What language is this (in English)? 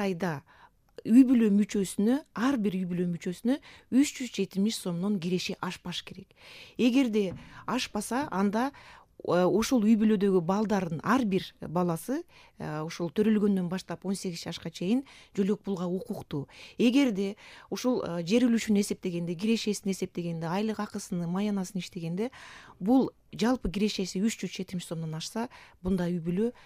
Kyrgyz